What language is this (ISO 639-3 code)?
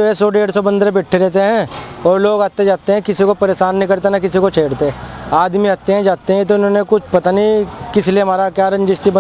hin